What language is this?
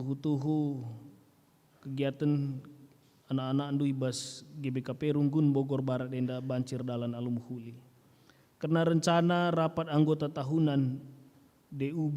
Batak Karo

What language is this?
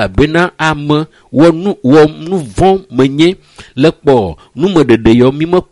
Ewe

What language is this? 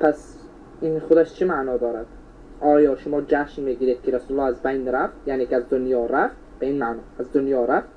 Persian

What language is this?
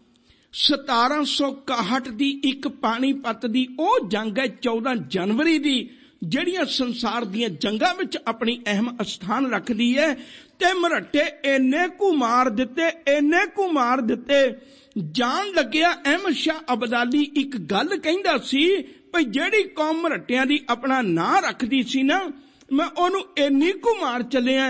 Punjabi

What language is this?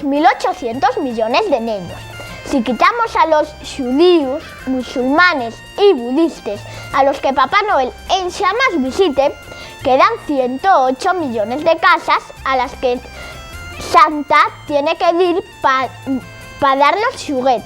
Asturian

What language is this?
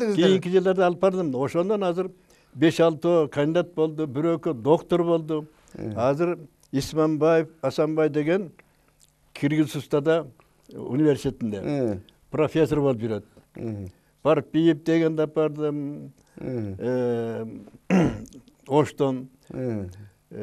Kyrgyz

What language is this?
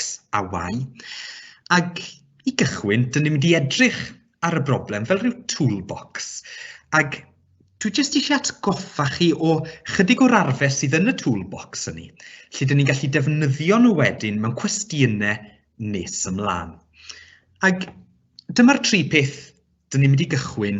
Welsh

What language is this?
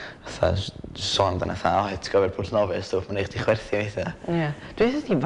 Welsh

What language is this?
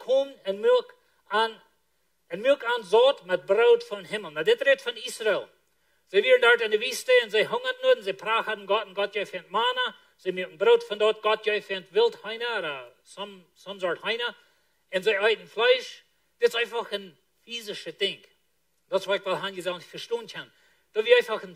Plautdietsch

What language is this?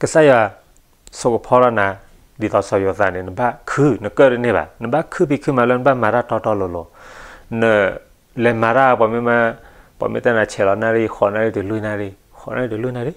S'gaw Karen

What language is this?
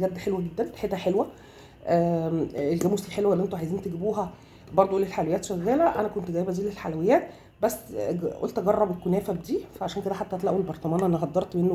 Egyptian Arabic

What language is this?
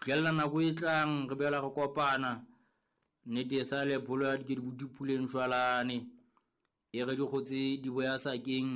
Southern Sotho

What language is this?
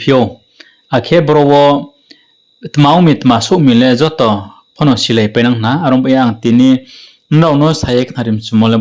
Riang (India)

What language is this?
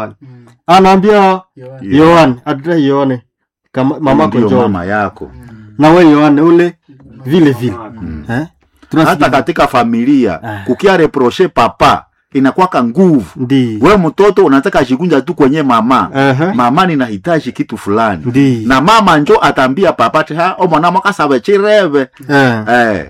Swahili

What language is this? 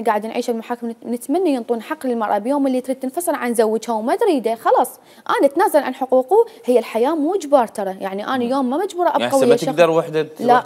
Mesopotamian Arabic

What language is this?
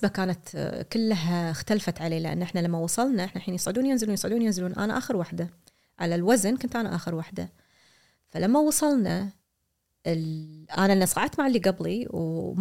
Gulf Arabic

